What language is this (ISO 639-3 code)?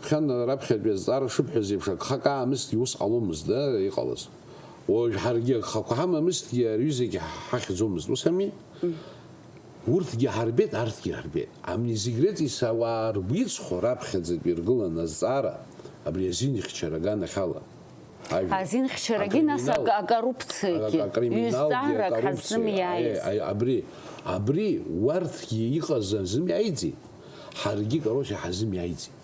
abk